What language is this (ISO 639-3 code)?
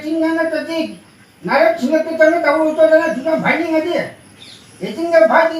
mni